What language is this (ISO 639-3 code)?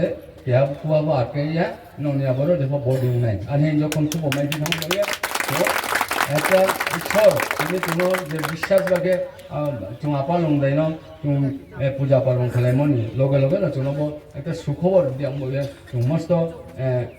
ria